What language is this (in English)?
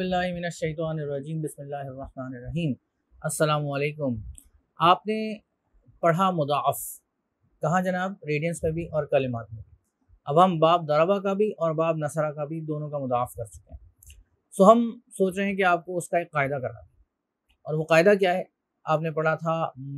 Urdu